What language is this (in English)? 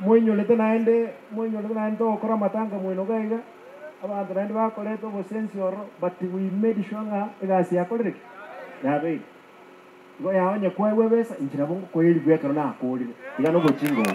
Gusii